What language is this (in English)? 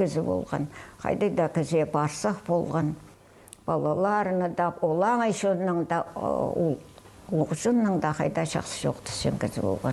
Khakas